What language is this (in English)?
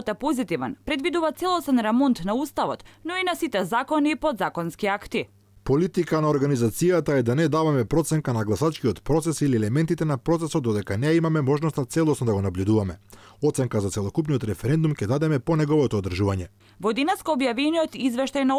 Macedonian